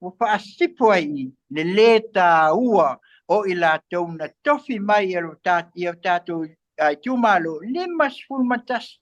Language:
Samoan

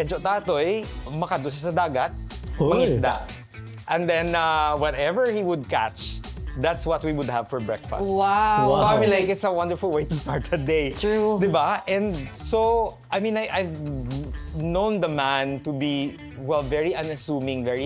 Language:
Hiligaynon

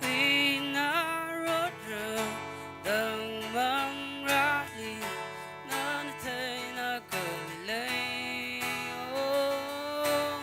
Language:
Tangkhul Naga (India)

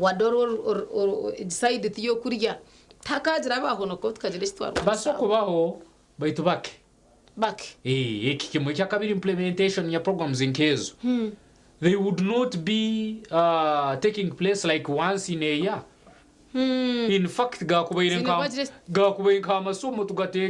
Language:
Nyankole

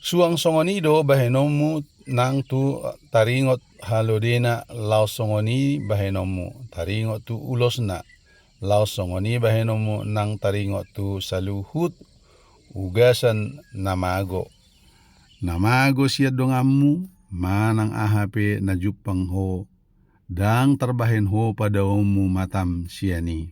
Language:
Batak Toba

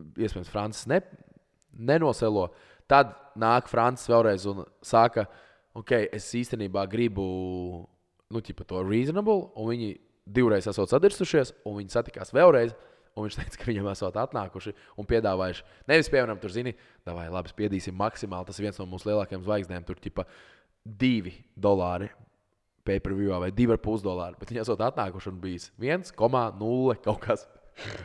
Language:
Latvian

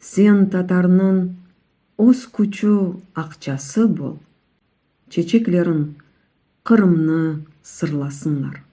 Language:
Crimean Tatar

